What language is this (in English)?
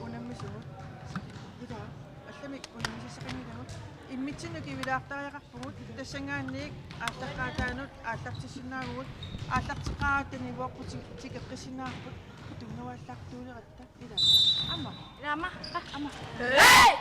Kalaallisut